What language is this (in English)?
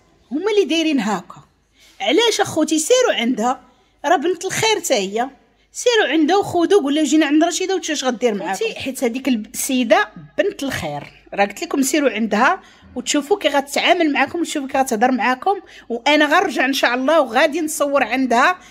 Moroccan Arabic